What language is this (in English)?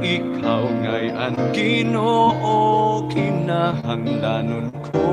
Waray